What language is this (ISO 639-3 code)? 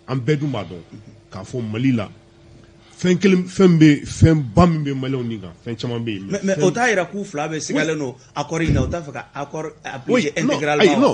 bam